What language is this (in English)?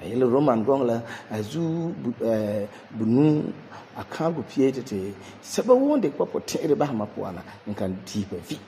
Frafra